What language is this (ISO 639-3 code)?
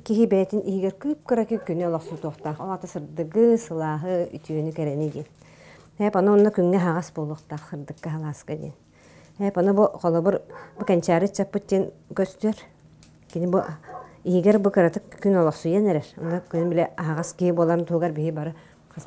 sah